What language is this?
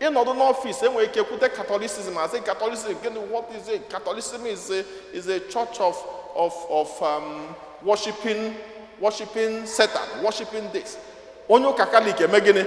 Igbo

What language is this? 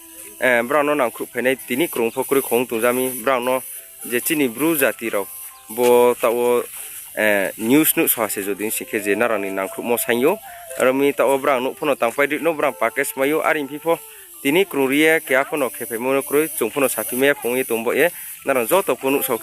Riang (India)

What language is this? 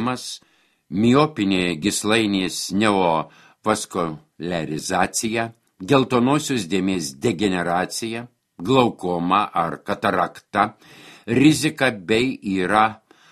Lithuanian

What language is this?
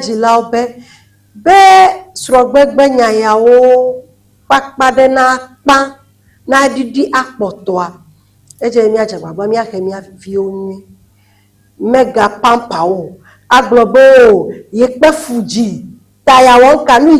Ewe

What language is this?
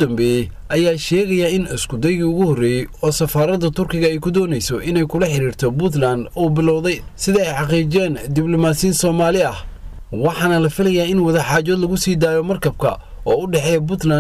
Somali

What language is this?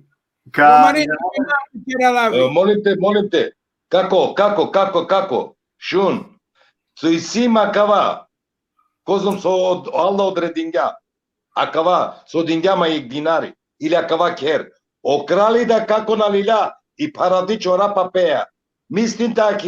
Balkan Romani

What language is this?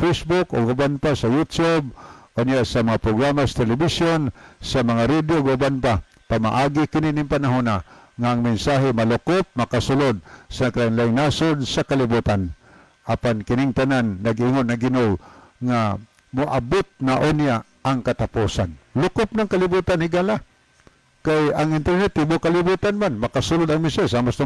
Cebuano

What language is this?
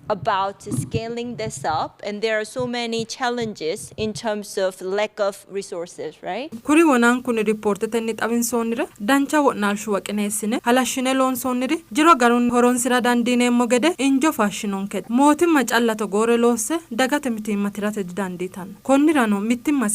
Sidamo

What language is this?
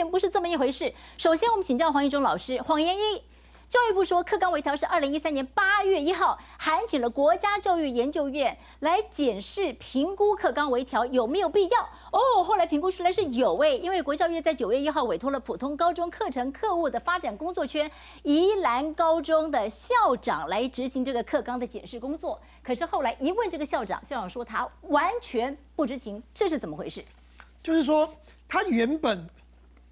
Chinese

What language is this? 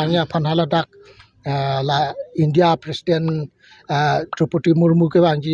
Karbi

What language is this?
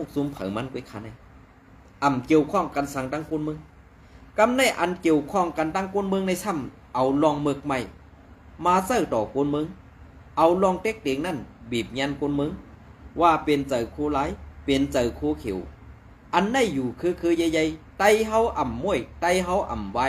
Shan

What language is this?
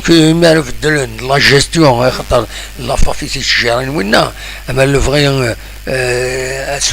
Kabyle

